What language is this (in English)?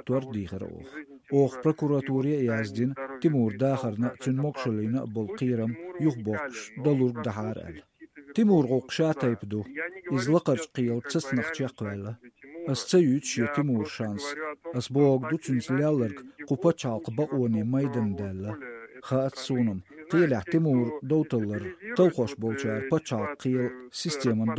Chechen